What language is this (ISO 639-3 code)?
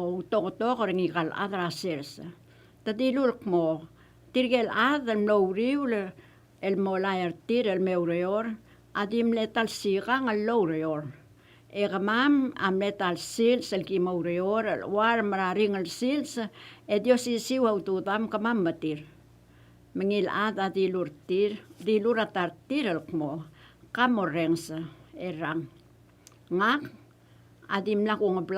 pau